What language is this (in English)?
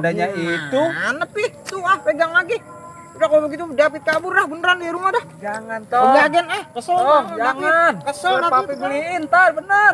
Betawi